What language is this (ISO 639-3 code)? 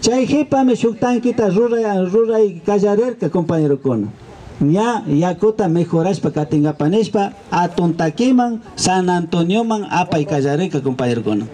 qvi